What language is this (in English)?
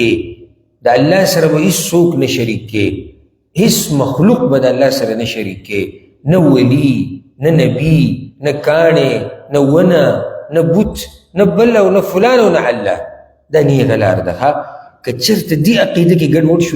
Pashto